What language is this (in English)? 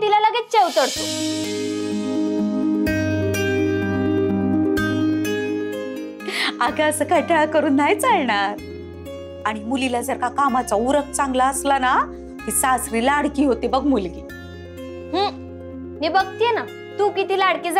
Marathi